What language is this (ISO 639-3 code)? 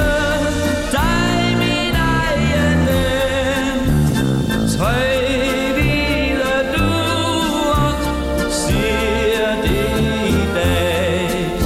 dan